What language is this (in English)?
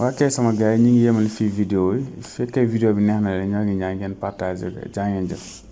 Wolof